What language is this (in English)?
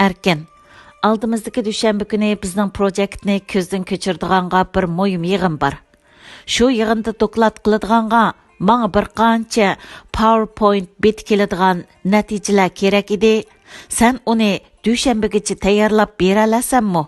Uyghur